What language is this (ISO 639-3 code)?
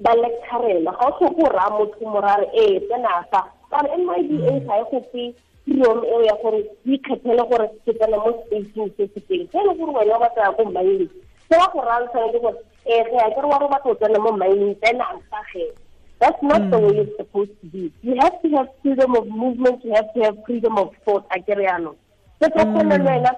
tsn